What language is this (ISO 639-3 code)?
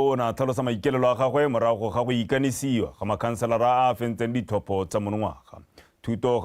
tsn